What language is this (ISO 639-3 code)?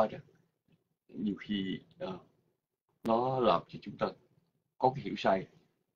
vie